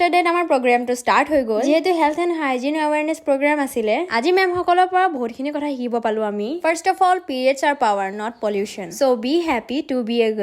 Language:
Assamese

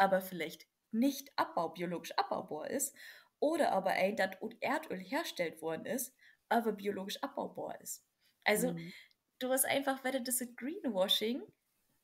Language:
Low German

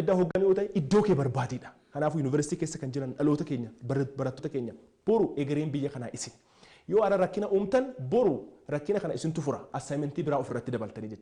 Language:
Oromo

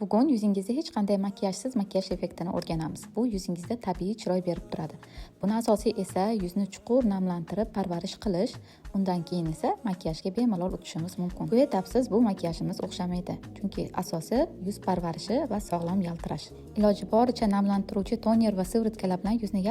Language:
Uzbek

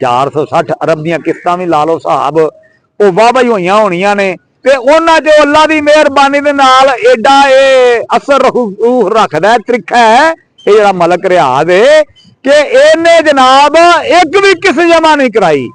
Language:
Western Panjabi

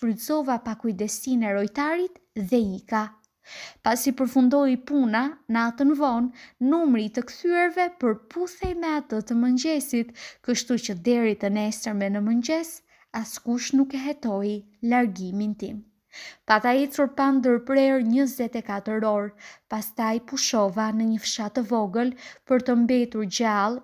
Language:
Albanian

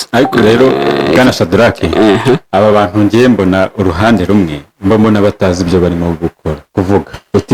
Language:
Kinyarwanda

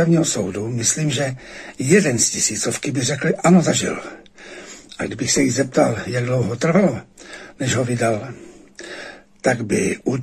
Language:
Czech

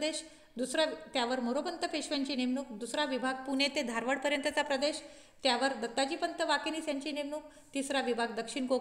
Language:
Marathi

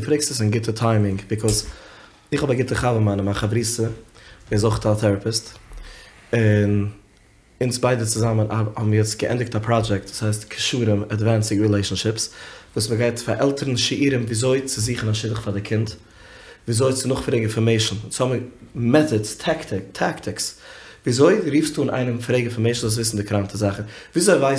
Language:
Yiddish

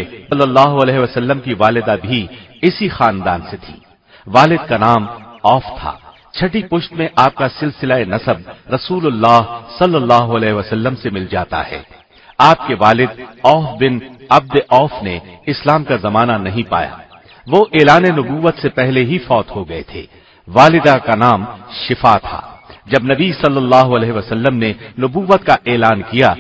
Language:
Urdu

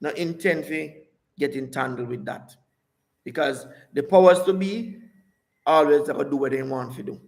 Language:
Jamaican Creole English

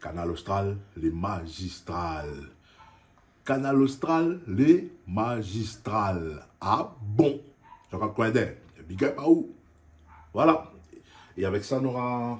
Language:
Réunion Creole French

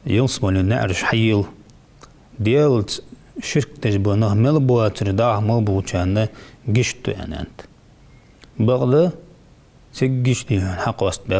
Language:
Ingush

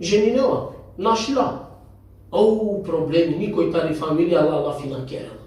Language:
Balkan Romani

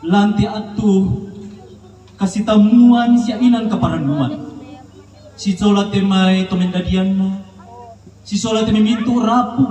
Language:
Toraja-Sa'dan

